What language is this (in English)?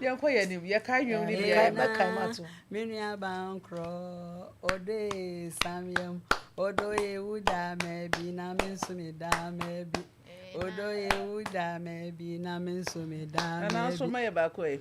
Akan